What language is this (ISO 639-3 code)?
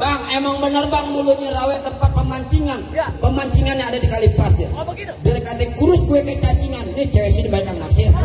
bew